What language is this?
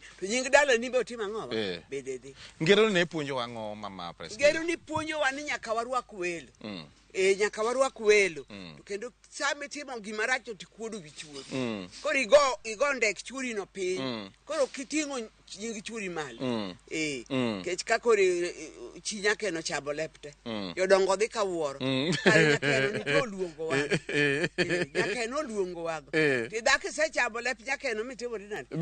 Luo (Kenya and Tanzania)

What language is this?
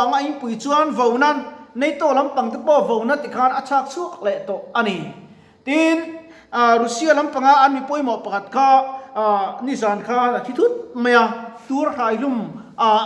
Mizo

